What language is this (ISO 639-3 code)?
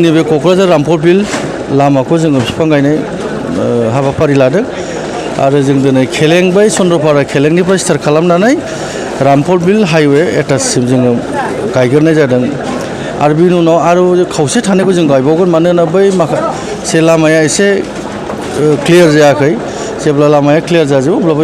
brx